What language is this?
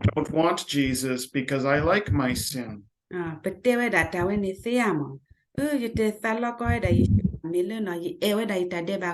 S'gaw Karen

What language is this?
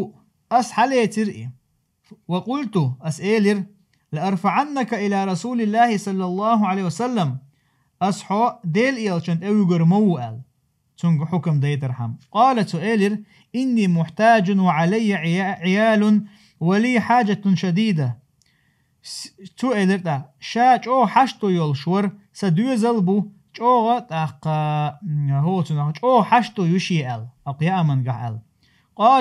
Chechen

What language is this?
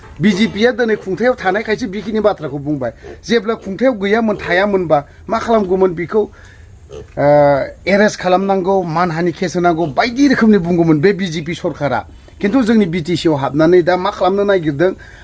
Bodo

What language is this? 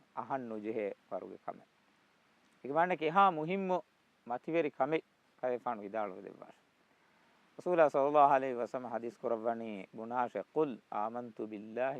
Divehi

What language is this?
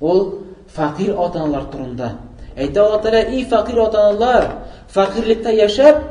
Tatar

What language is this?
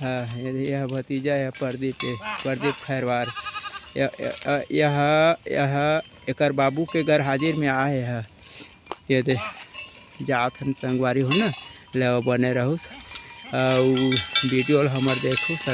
Chhattisgarhi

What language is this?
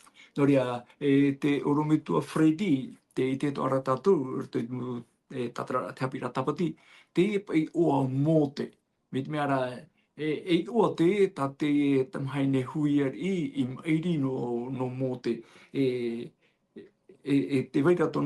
Tahitian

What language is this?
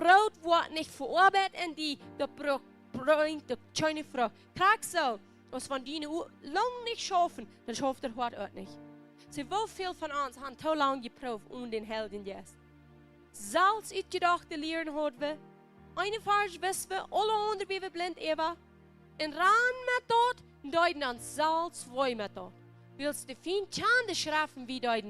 Plautdietsch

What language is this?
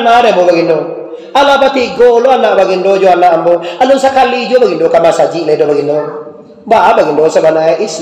Minangkabau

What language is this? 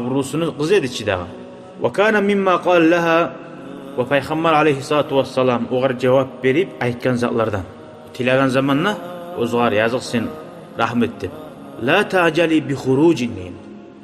Kumyk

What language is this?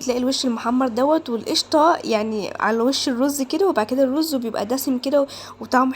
Egyptian Arabic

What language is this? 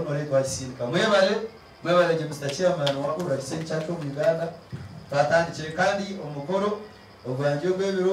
Nyankole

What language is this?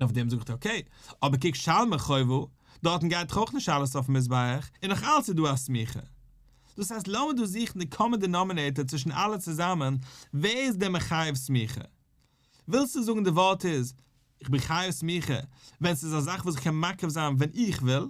Yiddish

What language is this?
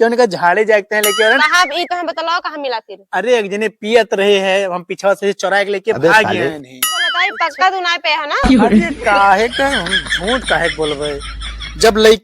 Awadhi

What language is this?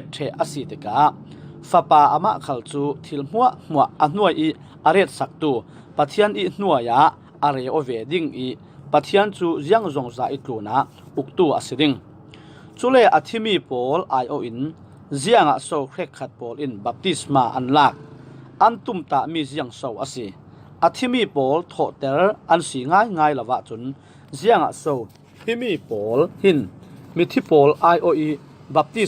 Falam Chin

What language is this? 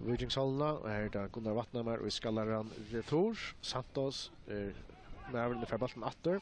Faroese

